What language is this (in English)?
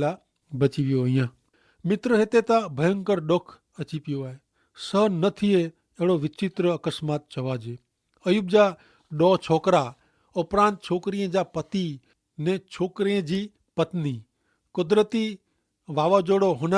Kachhi